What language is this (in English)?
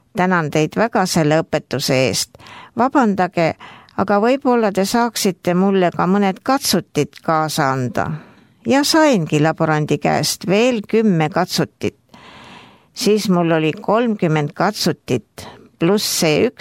Estonian